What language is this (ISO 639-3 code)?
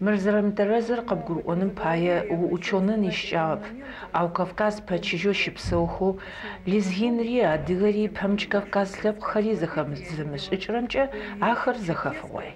ady